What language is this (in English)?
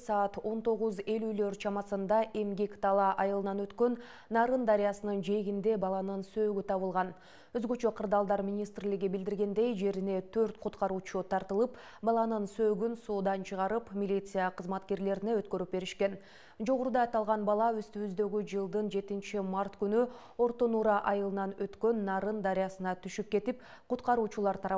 Kyrgyz